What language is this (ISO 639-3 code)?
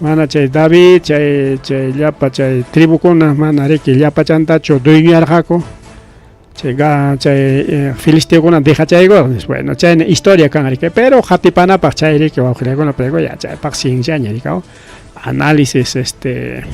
quy